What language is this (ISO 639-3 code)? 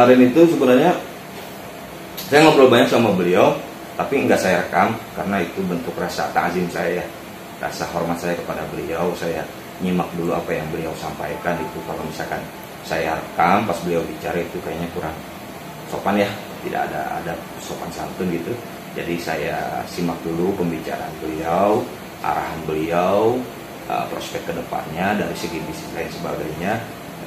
ind